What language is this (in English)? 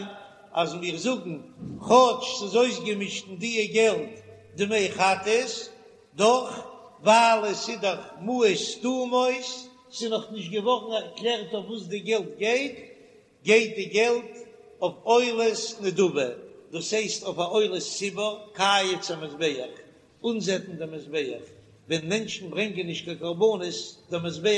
Yiddish